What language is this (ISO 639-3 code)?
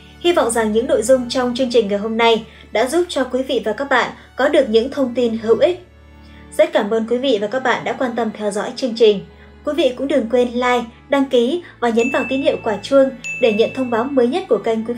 vie